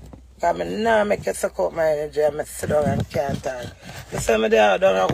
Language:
Jamaican Creole English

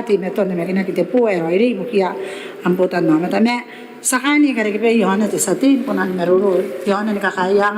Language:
Gilbertese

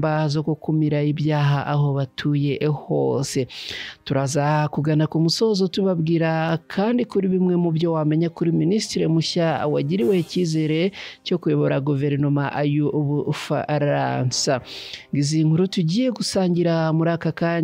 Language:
Kinyarwanda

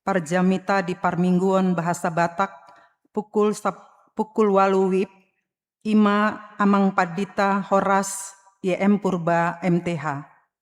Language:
Batak Toba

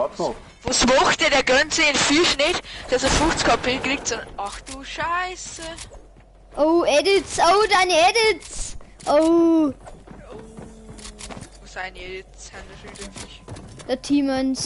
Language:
Bavarian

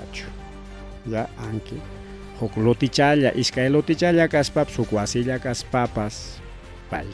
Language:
Ayacucho Quechua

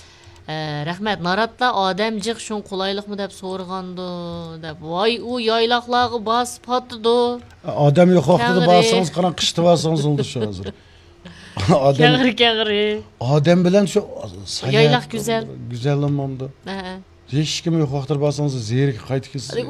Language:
Uyghur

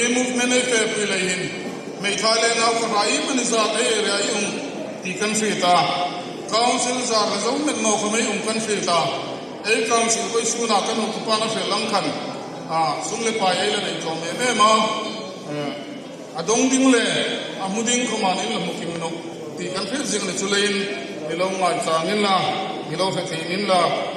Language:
Hmar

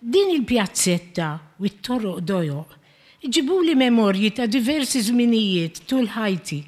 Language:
Maltese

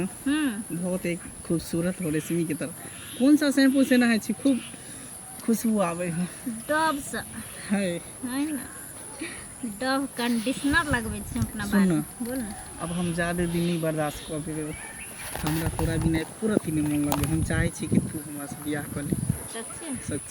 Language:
Maithili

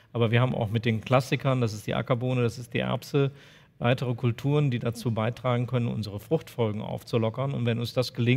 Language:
German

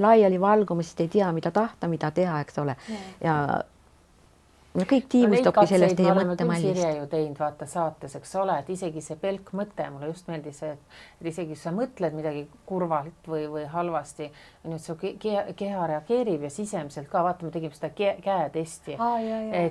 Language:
Estonian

